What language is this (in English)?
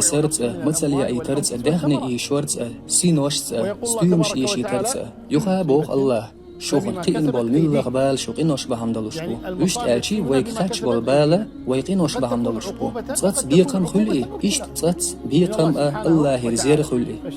Chechen